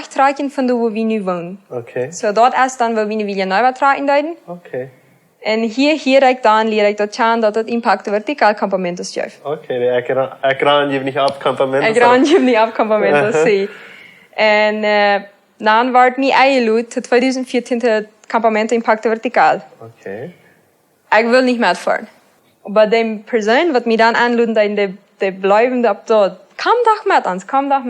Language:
Plautdietsch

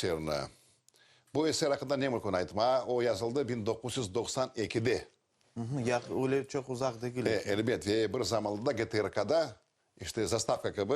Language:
Crimean Tatar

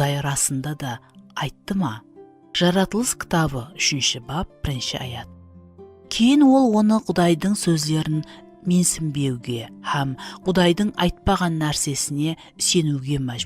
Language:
Kara-Kalpak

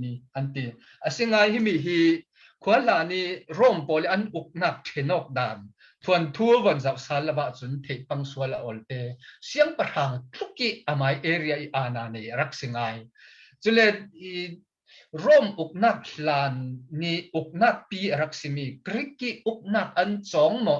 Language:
Falam Chin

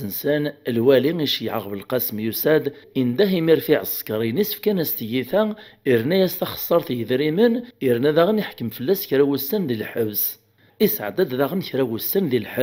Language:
Kabyle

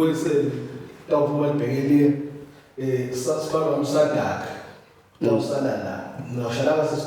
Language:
Swati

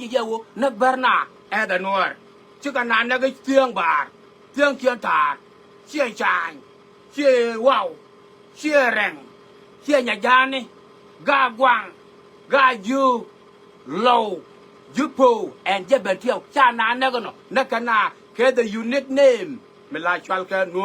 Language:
Nuer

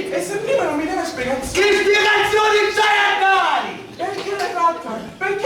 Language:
Sicilian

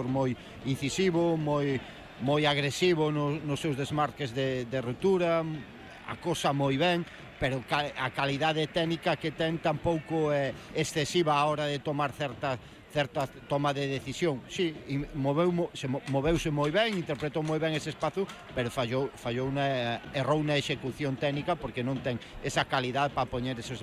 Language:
Galician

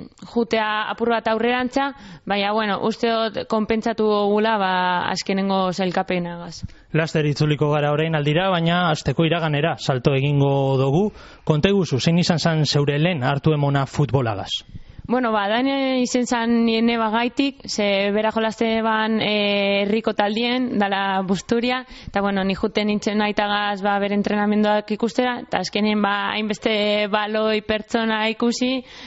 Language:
Basque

